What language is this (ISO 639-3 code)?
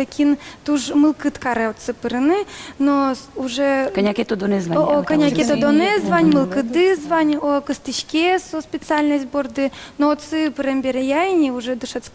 udm